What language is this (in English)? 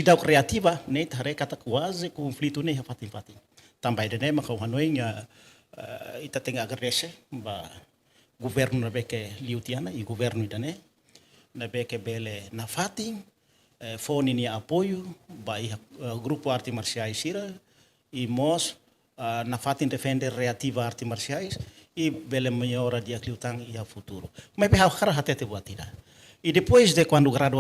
Tetum